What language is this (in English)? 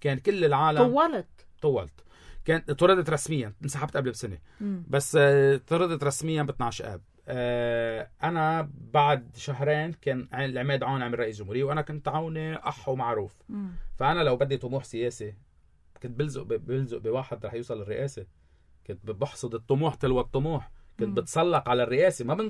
North Levantine Arabic